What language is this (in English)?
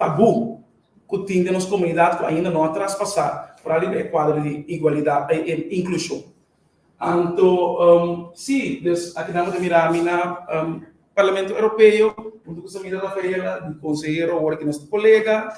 Papiamento